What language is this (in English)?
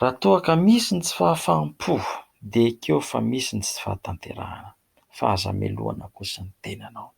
Malagasy